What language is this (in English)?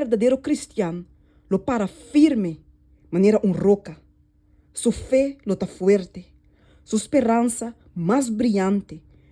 Papiamento